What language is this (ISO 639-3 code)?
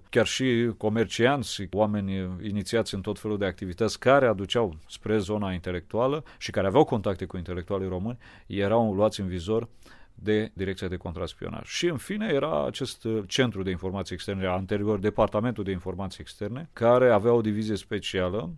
ron